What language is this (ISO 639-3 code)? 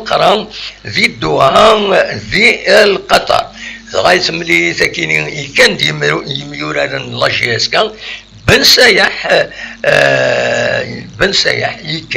kab